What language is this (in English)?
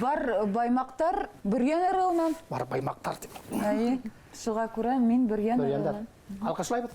Bashkir